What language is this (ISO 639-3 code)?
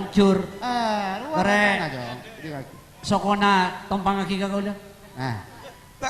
mad